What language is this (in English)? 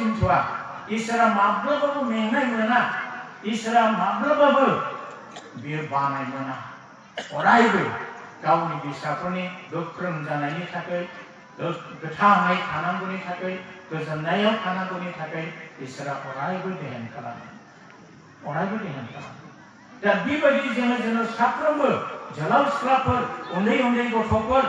Bodo